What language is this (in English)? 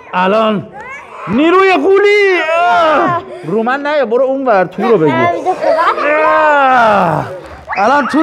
Persian